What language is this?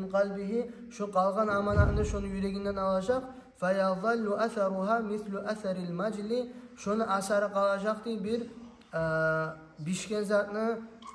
Kumyk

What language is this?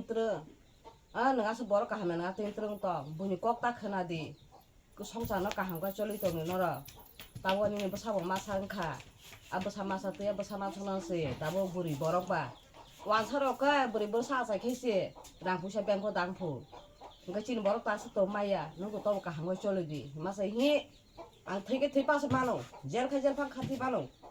Kok Borok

